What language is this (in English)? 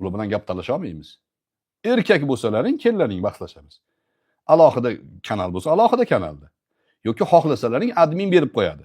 Uzbek